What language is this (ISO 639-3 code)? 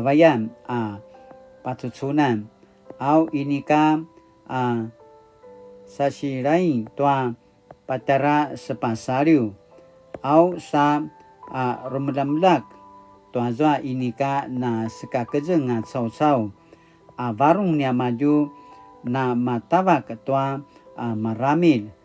pwn